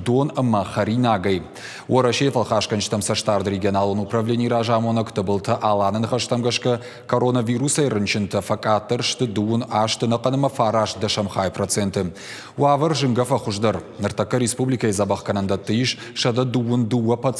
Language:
Ossetic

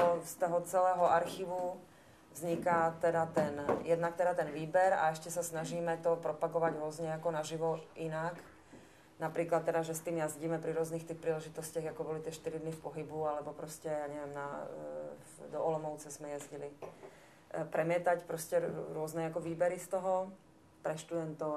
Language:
Czech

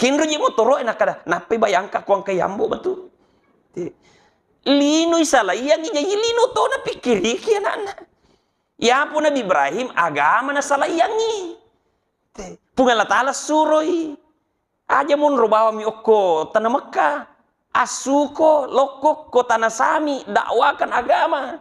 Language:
Buginese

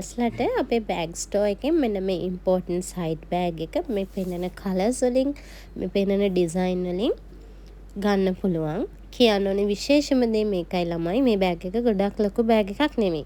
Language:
Sinhala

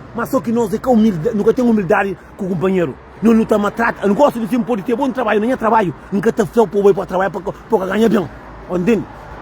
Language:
Kabuverdianu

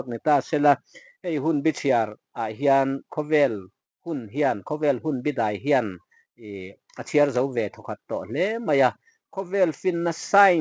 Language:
Mizo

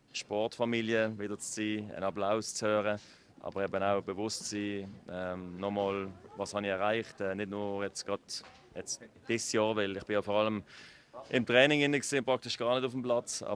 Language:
Swiss German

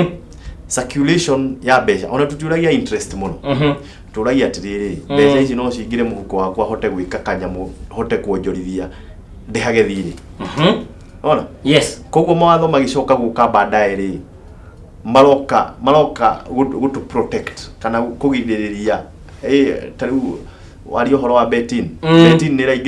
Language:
Kikuyu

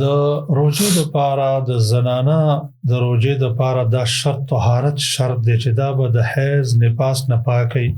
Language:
Pashto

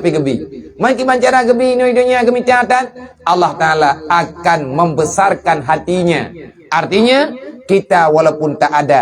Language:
Achinese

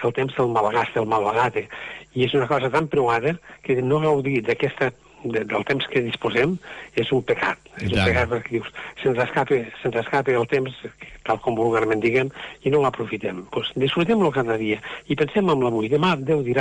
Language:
Catalan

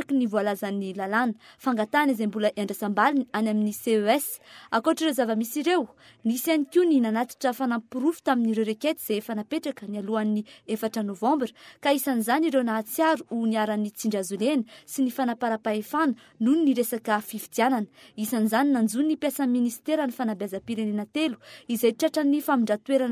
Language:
Malagasy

